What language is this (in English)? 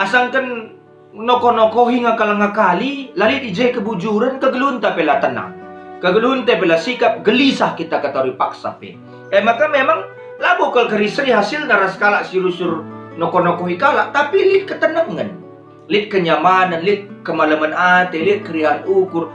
Batak Karo